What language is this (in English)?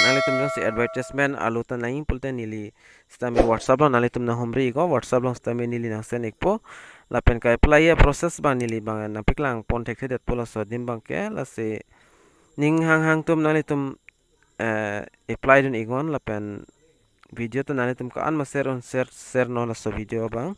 Karbi